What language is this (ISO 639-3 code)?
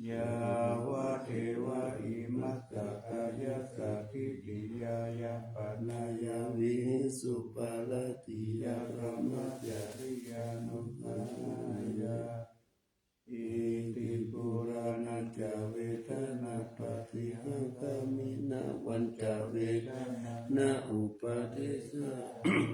pli